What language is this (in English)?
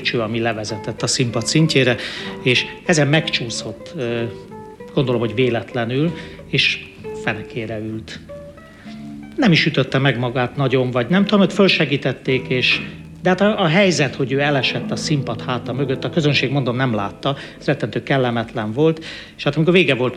Hungarian